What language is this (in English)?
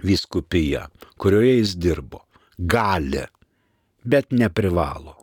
Lithuanian